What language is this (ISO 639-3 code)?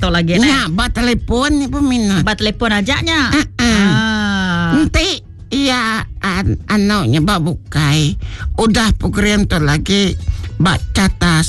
iba